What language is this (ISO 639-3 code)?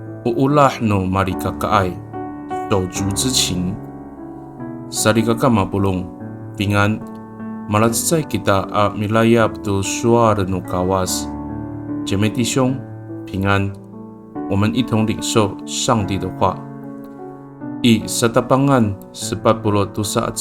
ami